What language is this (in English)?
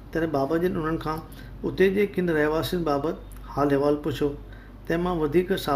Sindhi